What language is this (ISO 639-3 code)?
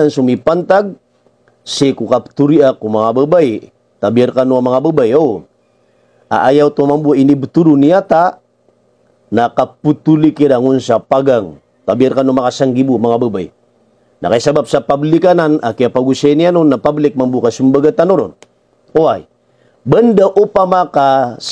mrw